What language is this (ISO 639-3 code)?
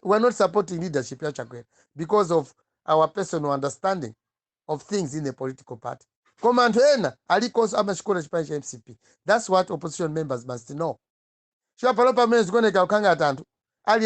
nya